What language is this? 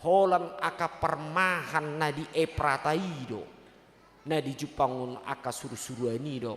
Batak Toba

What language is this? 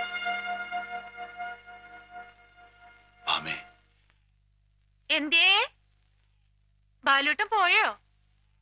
Malayalam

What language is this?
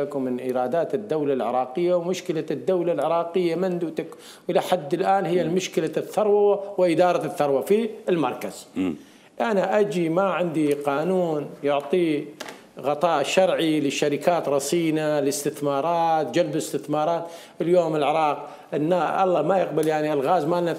Mesopotamian Arabic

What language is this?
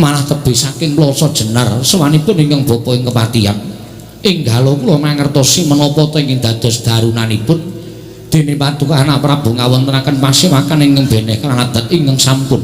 Javanese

